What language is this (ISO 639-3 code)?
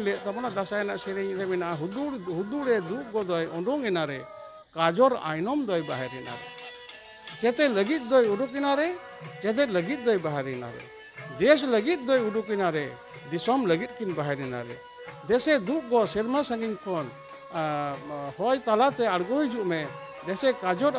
sat